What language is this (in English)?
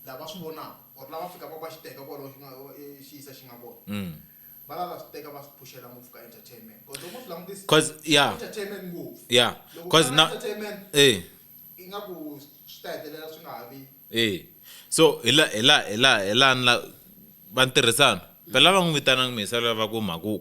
Tsonga